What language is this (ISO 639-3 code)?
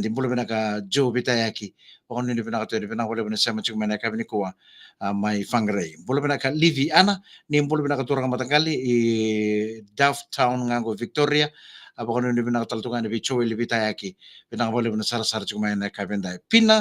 fij